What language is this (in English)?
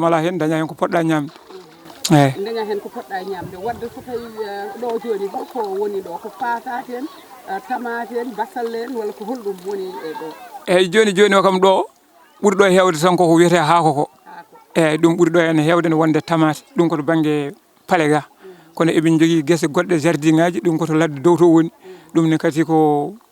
Fula